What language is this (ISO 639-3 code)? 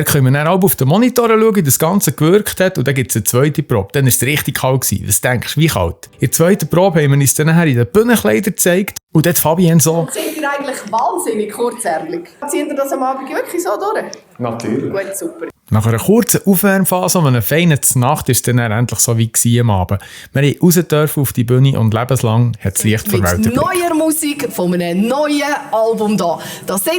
gsw